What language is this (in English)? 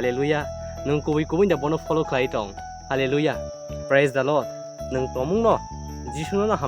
Kok Borok